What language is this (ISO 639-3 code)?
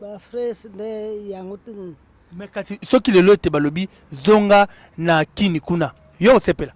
lin